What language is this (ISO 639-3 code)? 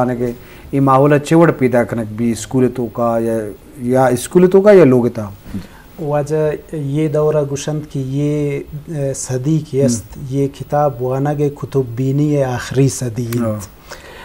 bgp